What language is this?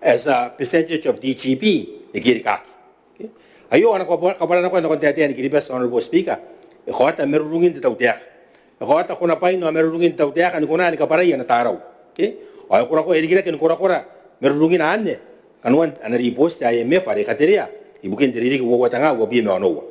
Gilbertese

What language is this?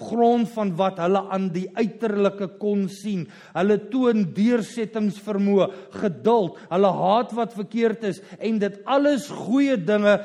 Afrikaans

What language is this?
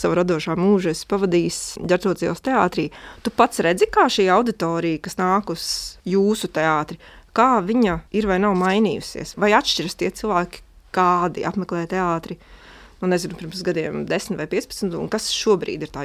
Latvian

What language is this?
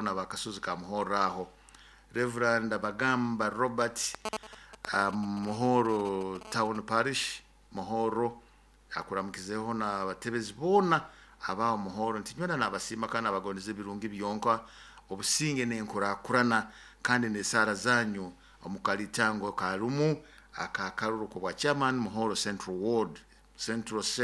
Nyoro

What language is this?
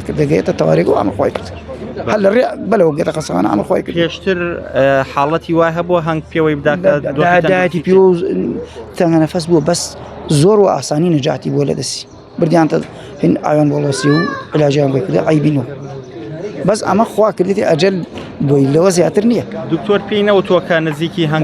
Central Kurdish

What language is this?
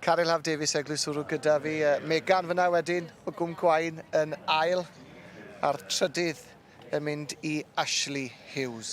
Welsh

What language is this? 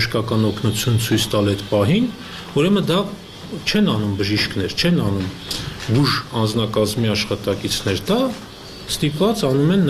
Armenian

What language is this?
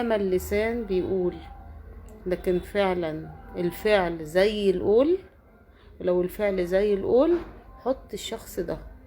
Egyptian Arabic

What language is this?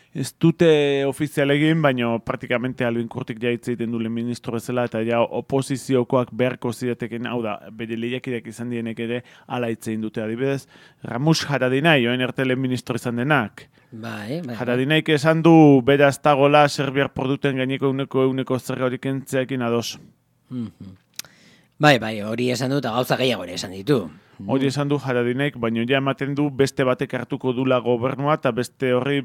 Basque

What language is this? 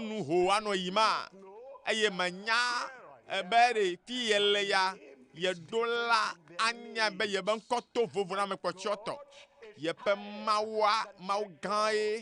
Ewe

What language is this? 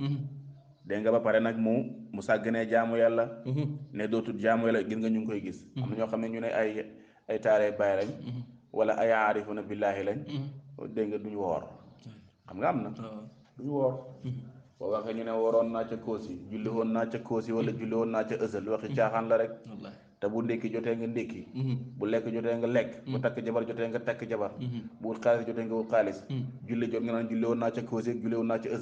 Wolof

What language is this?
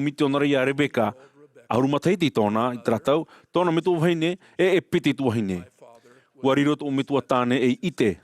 Tahitian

